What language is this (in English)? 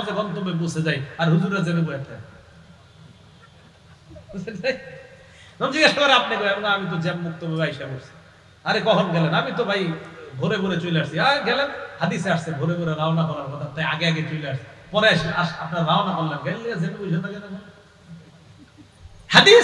Bangla